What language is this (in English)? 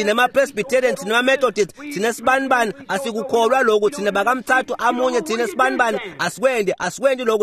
Swati